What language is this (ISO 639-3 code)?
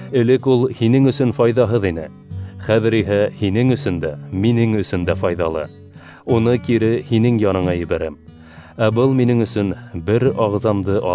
bak